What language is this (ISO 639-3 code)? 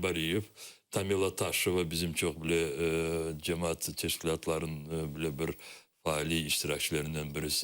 crh